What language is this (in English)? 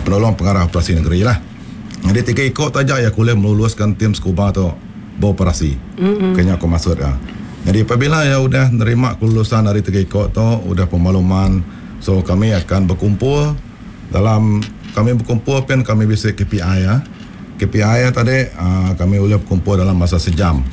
Iban